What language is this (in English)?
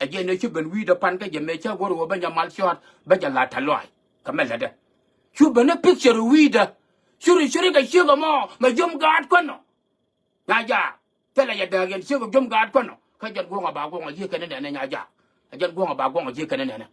Nuer